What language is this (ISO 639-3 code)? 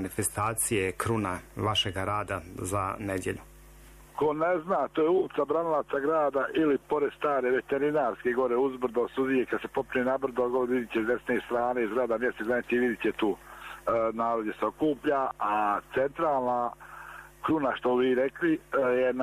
bos